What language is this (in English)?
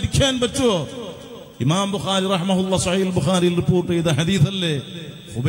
Malayalam